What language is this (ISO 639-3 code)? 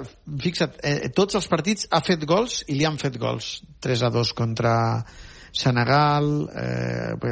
cat